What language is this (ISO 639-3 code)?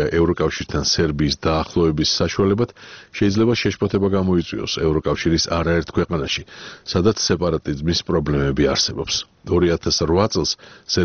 kat